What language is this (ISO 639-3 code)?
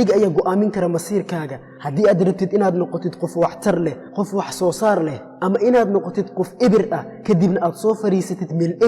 som